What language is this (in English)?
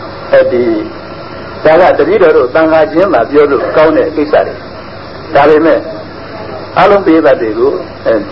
Burmese